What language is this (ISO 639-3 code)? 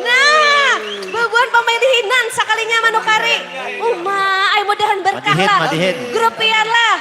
bjn